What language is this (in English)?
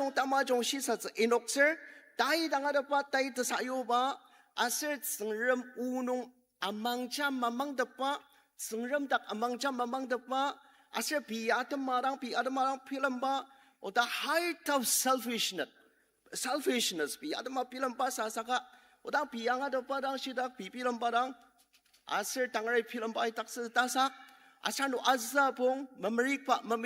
Ao Naga